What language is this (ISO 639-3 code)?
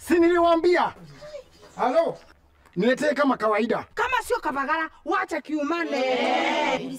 mer